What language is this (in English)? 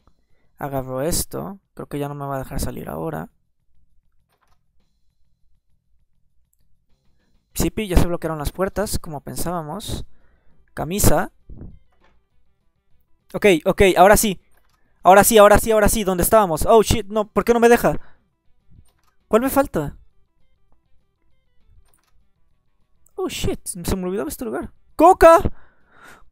Spanish